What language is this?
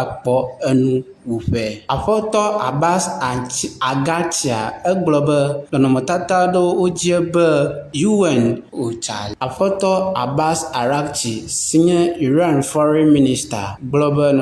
Ewe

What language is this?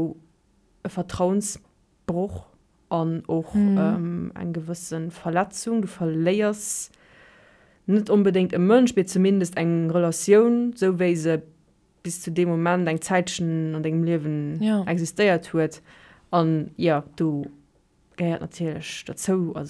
Luxembourgish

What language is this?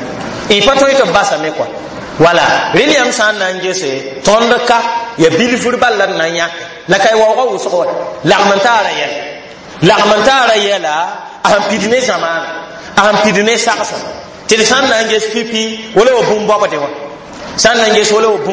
Mossi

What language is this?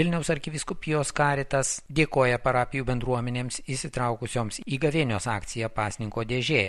Lithuanian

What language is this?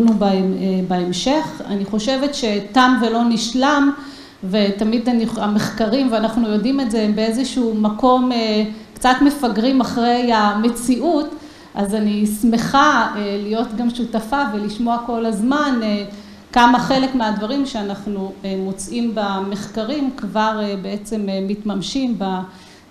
Hebrew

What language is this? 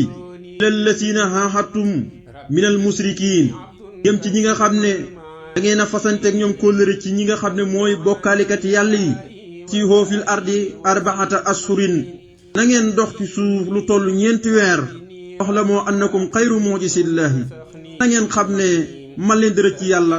Wolof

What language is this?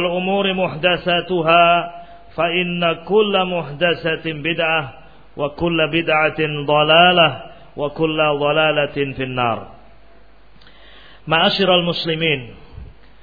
Indonesian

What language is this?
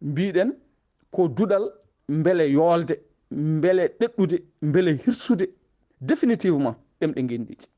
Fula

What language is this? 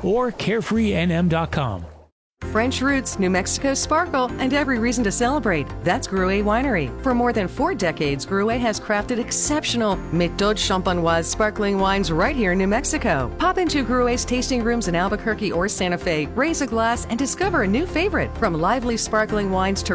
English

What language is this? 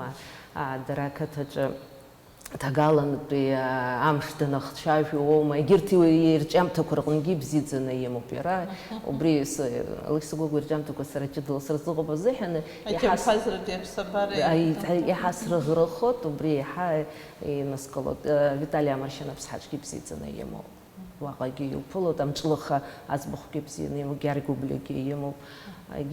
Abkhazian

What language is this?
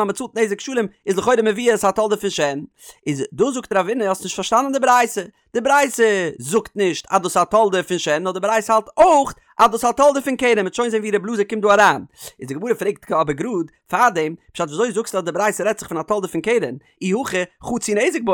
Yiddish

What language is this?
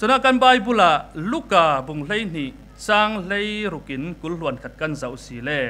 Falam Chin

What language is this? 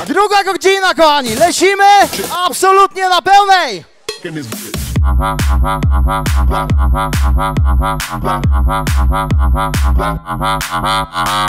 Polish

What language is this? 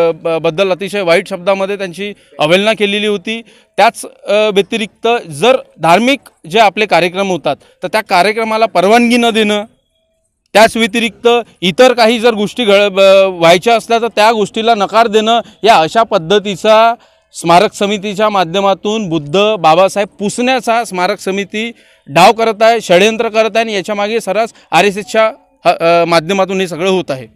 Marathi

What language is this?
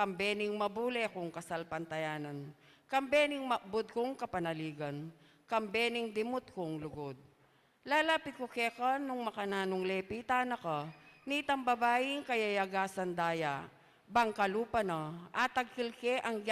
Pampanga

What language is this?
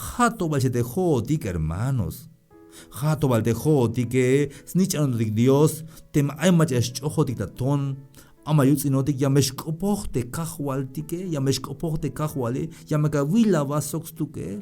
Tzeltal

